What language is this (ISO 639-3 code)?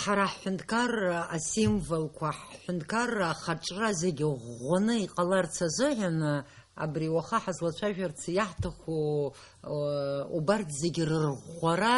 abk